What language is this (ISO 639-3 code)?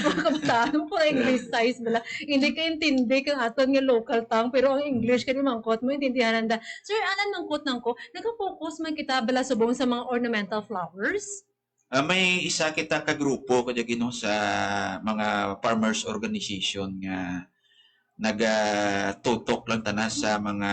hil